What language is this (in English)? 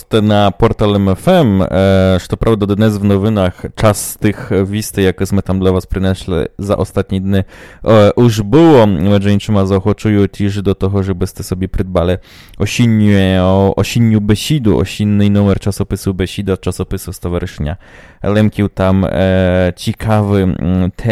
Rusyn